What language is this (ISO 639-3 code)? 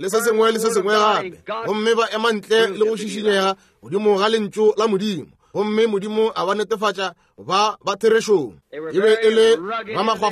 nso